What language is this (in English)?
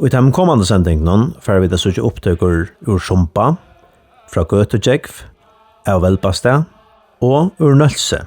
Faroese